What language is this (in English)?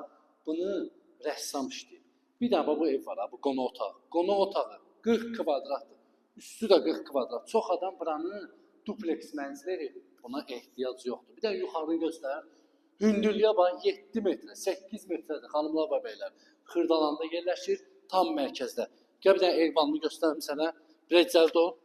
Azerbaijani